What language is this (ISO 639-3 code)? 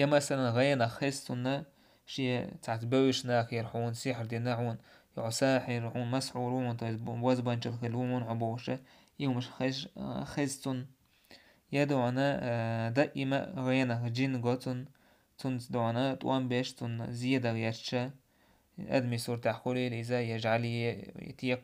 che